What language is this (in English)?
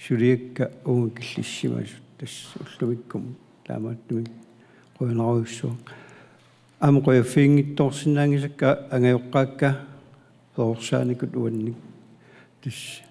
Kalaallisut